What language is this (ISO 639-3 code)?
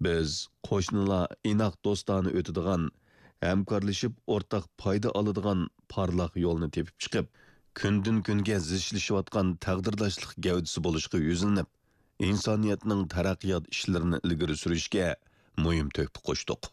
uig